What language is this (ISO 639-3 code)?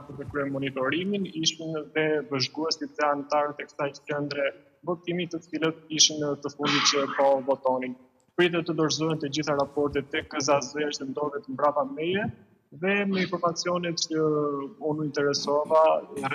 sqi